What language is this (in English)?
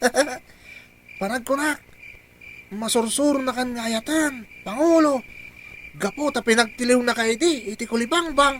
Iloko